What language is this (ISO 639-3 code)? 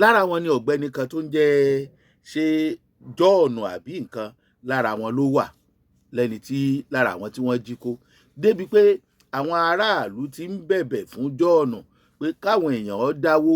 yor